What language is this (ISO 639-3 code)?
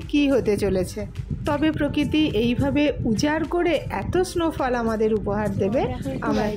ben